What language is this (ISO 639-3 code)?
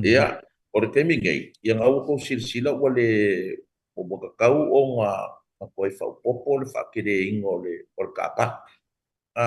smo